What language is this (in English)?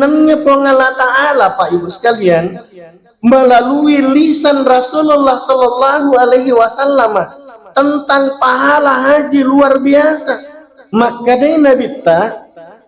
Buginese